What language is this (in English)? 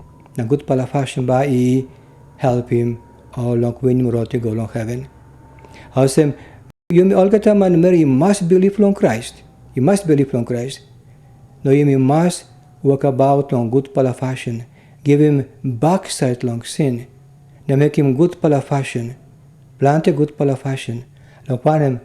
Tok Pisin